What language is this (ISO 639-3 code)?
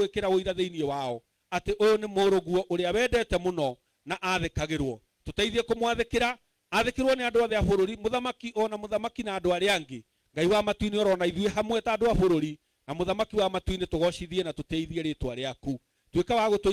kik